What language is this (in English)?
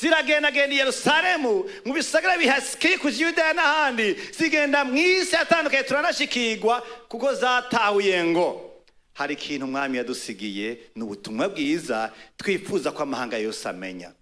Rundi